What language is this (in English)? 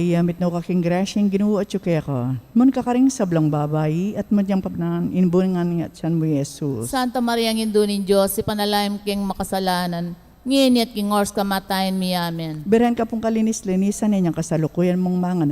Pampanga